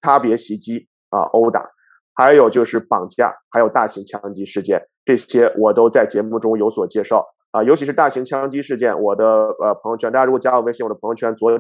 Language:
Chinese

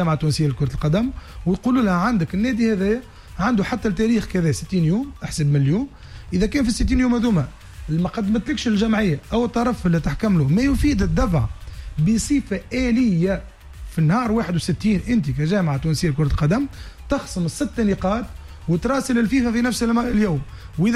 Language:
Tunisian Arabic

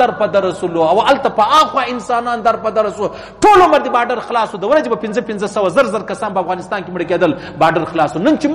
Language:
Pashto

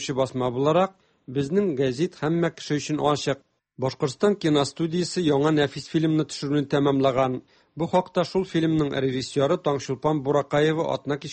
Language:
Tatar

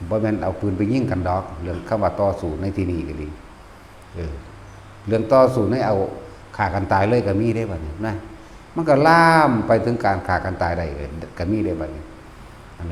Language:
Northeastern Thai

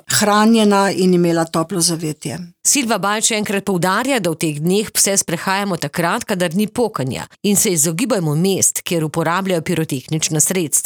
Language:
Slovenian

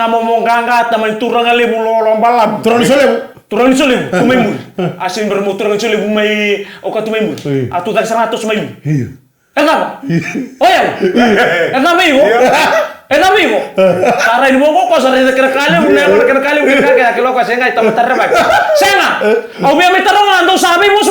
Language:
Fijian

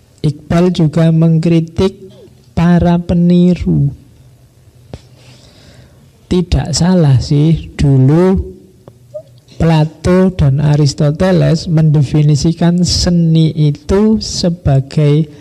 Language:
Indonesian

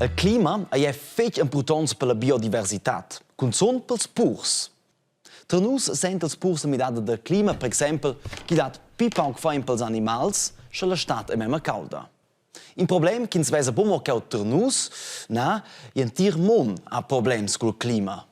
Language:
Romansh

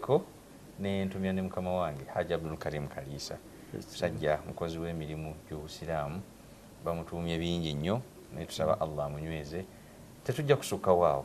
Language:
Ganda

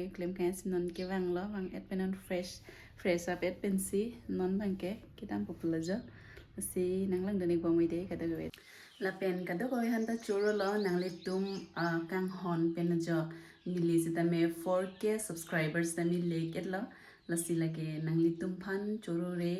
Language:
Karbi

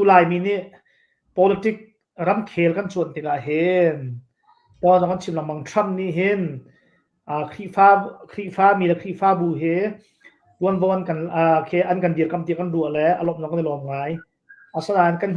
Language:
Hakha Chin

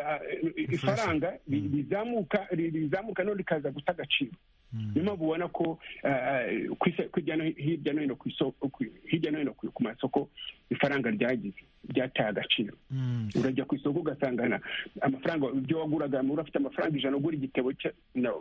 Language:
Kinyarwanda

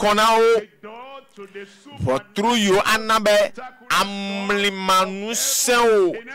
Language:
Ewe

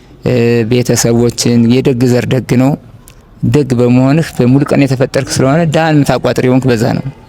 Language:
Amharic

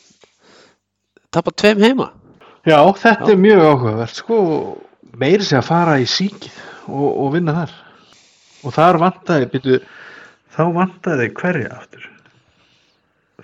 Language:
Icelandic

